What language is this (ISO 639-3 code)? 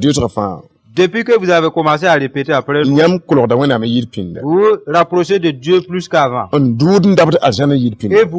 mos